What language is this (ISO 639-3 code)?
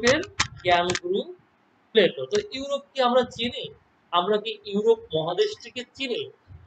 ben